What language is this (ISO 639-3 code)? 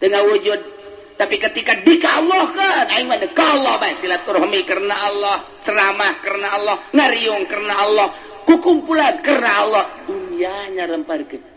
sun